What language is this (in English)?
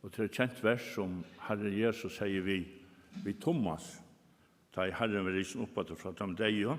Faroese